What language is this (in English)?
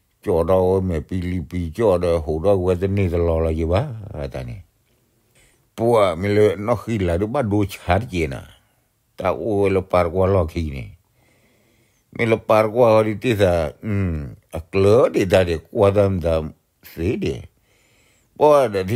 S'gaw Karen